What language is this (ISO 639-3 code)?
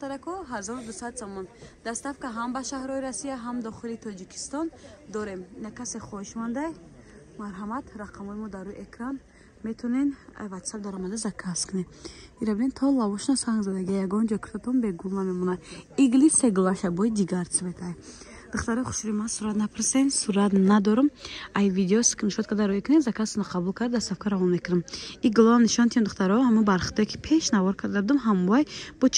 tgk